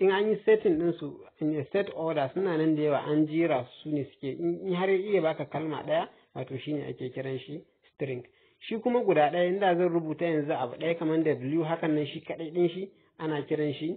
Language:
Hausa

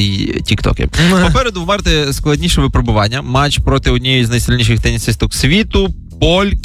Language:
Ukrainian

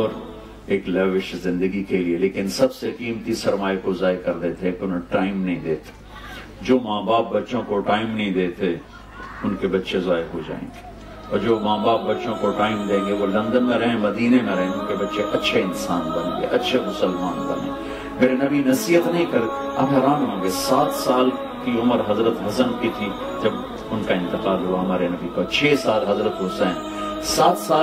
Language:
Urdu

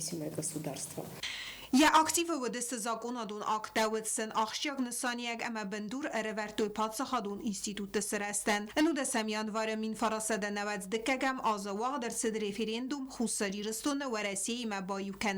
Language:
Ossetic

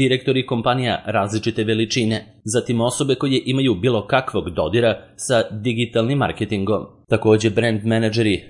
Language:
Serbian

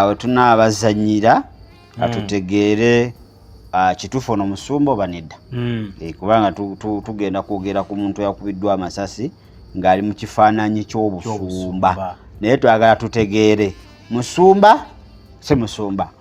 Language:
Ganda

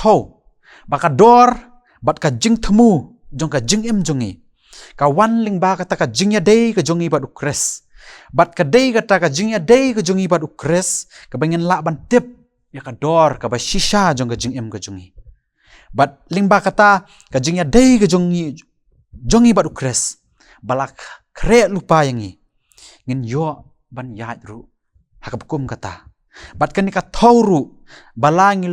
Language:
Khasi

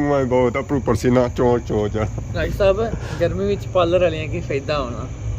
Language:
Pahari-Potwari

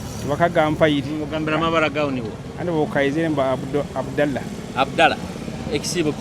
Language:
Nyoro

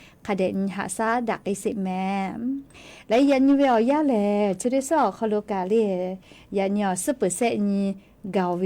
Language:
Lahu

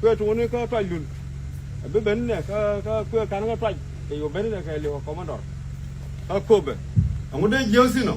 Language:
Nuer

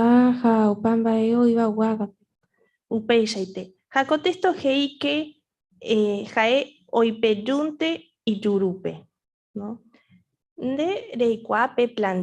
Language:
Guarani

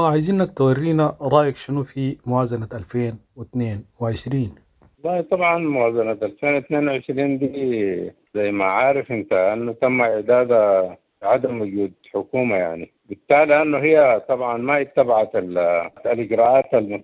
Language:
Sudanese Arabic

